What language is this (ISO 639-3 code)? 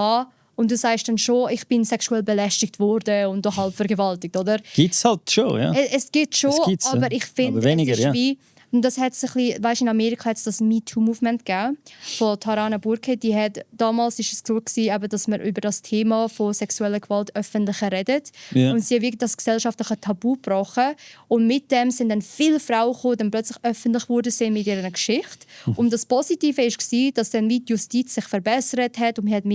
gsw